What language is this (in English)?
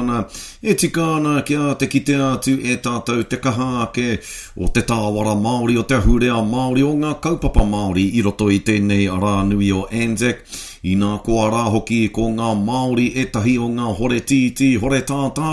Māori